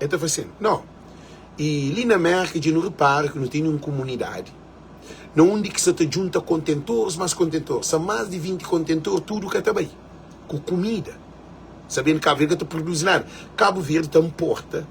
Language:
Kabuverdianu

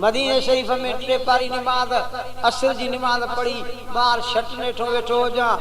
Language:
Sindhi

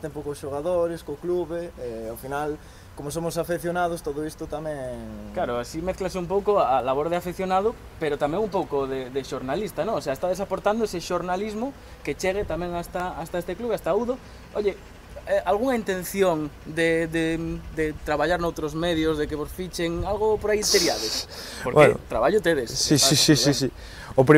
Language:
Galician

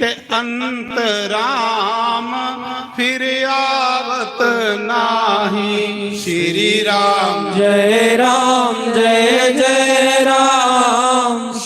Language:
Dogri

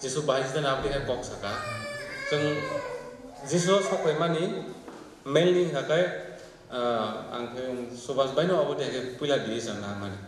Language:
Kok Borok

